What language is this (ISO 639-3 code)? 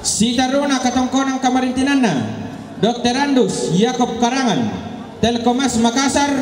sda